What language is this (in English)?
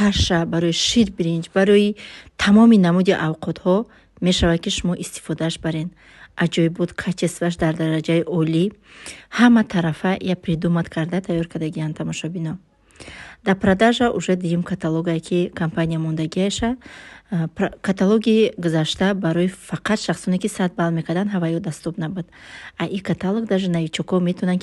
Tajik